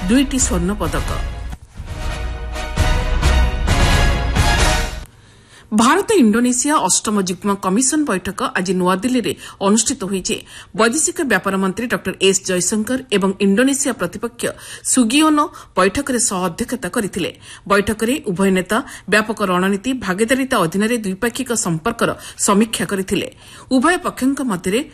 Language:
Odia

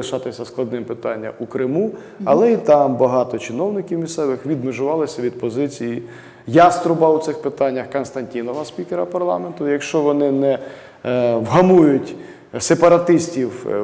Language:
Ukrainian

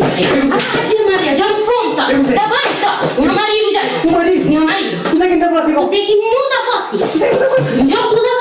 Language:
Kabuverdianu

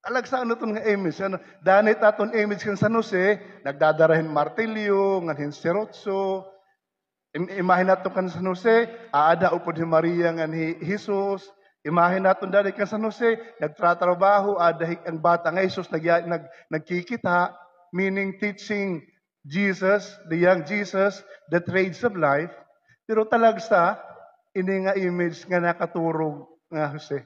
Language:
Waray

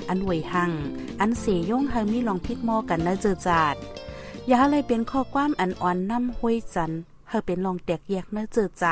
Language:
Shan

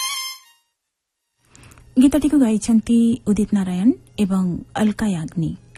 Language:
Odia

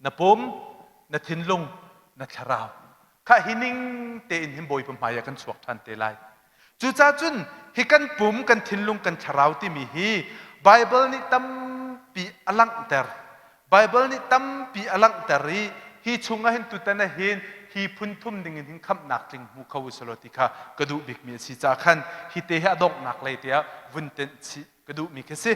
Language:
Hakha Chin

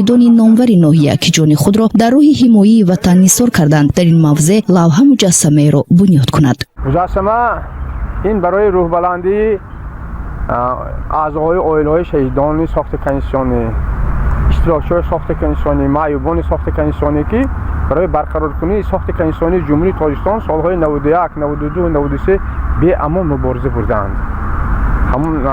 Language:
Tajik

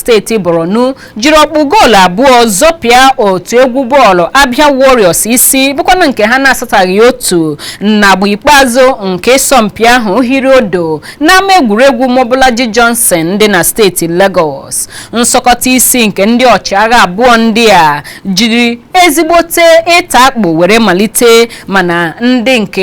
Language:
Igbo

